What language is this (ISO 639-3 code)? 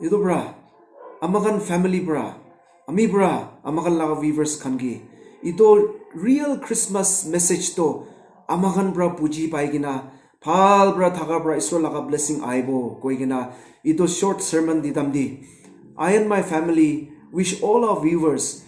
nag